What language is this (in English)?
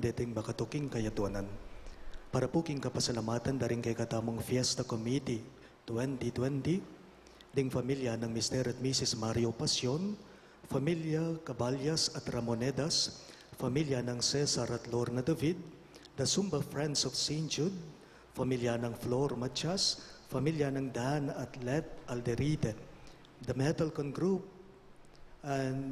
Pampanga